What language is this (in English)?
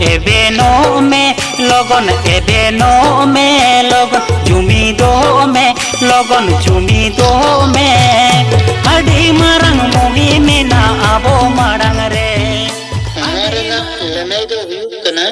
Santali